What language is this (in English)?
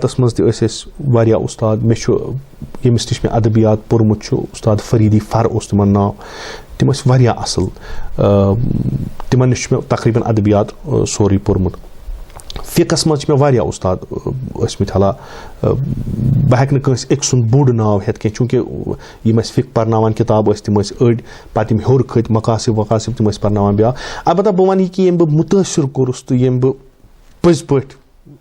Kashmiri